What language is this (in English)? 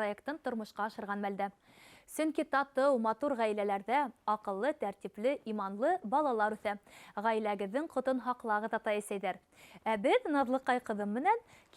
Bashkir